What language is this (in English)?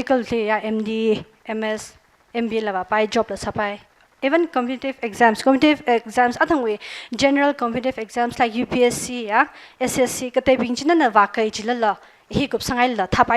Tangkhul Naga (India)